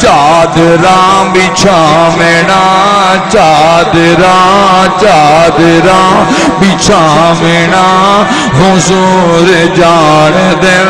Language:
Saraiki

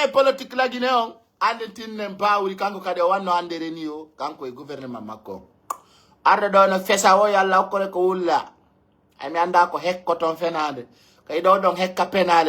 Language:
Pular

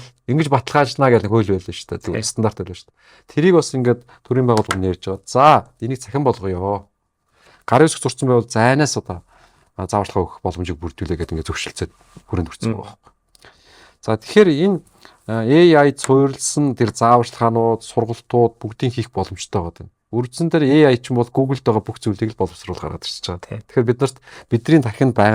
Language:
Mongolian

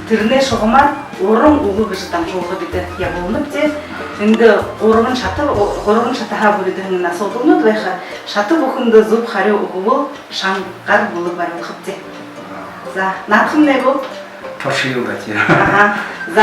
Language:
Buriat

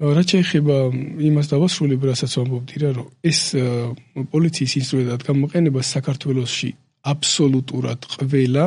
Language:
Georgian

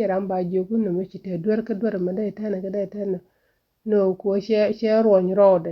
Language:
Nuer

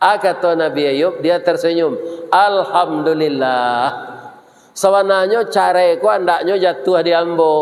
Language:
Minangkabau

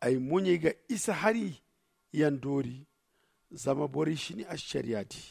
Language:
Zarma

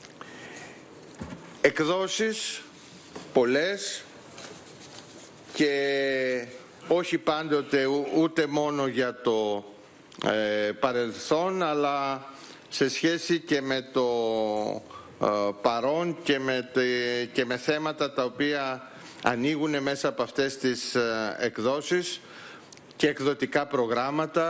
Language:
Greek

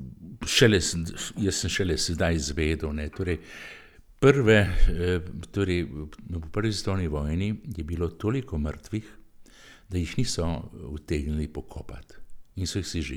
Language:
Slovenian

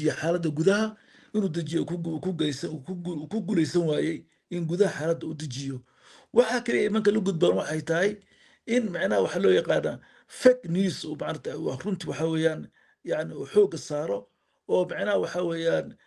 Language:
Somali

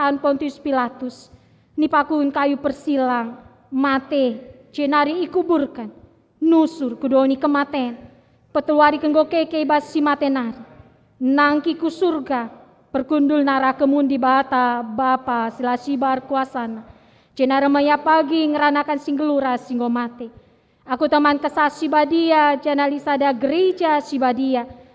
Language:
Batak Karo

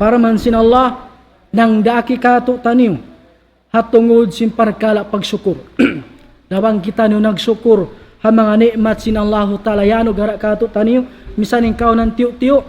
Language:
Tausug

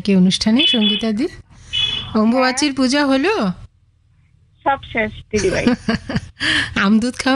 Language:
Bangla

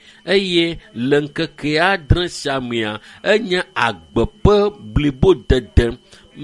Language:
Ewe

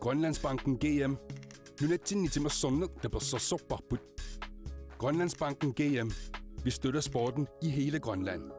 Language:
Kalaallisut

